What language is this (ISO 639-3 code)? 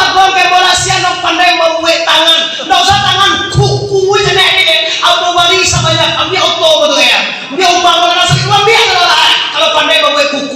min